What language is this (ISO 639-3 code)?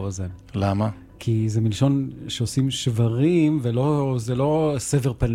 heb